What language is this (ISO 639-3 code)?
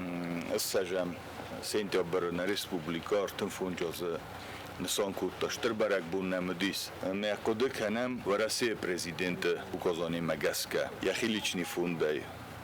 oss